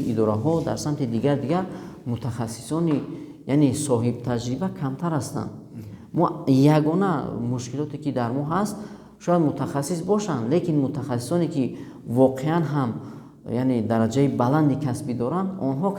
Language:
Tajik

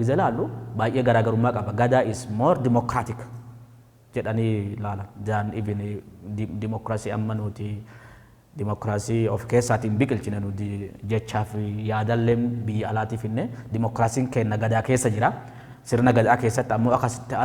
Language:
Oromo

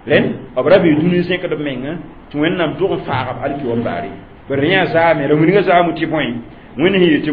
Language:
Mossi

